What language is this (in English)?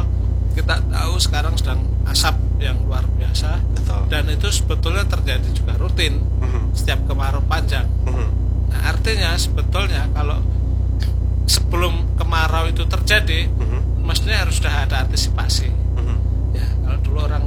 Indonesian